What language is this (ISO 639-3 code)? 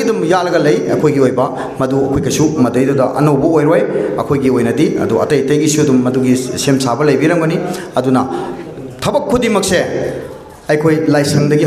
mni